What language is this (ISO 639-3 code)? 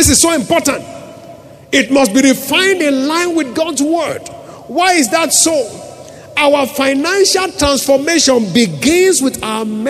eng